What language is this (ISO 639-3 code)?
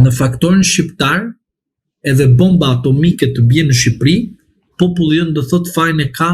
sqi